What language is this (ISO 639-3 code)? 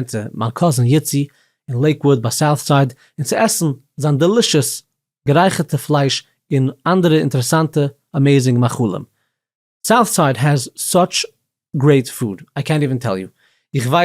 yid